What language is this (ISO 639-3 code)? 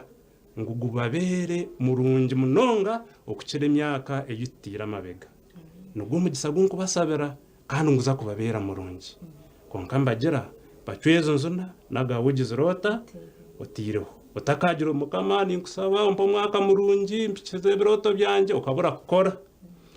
nyn